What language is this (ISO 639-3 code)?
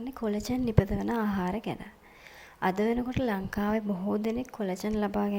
sin